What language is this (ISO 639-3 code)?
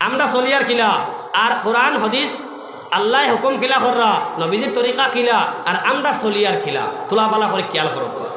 syl